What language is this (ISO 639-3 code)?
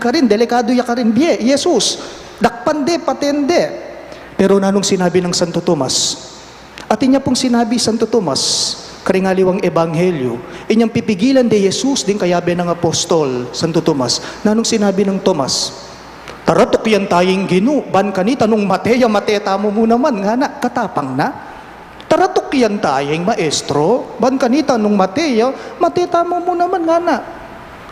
pam